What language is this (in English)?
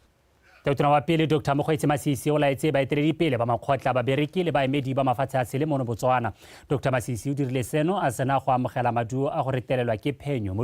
Tswana